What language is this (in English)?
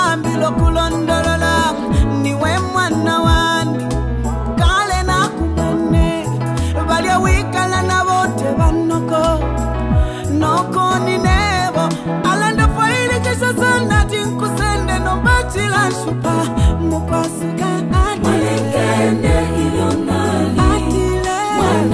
Bemba